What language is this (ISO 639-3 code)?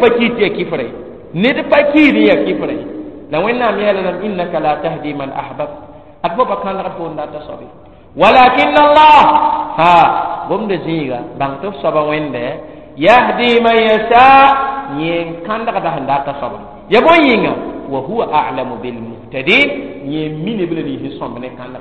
mos